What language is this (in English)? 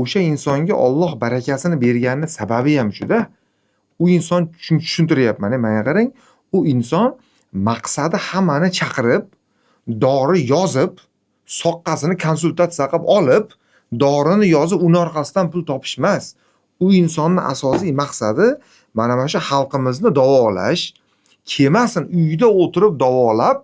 Uzbek